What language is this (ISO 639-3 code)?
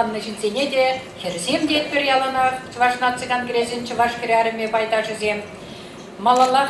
chv